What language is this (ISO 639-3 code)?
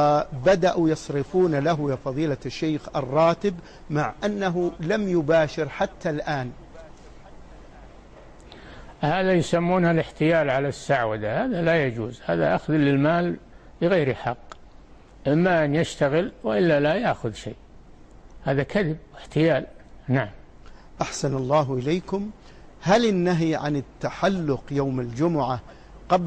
ara